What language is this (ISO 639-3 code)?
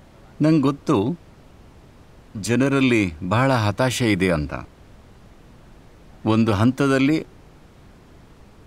kan